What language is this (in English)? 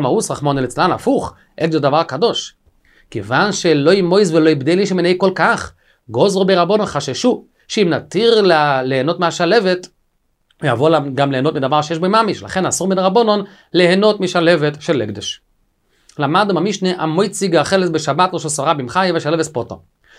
Hebrew